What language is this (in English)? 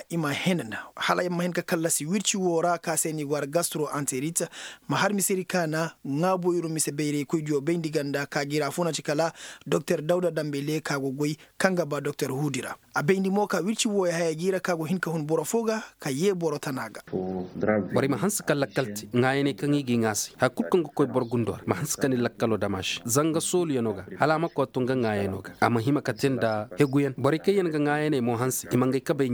Zarma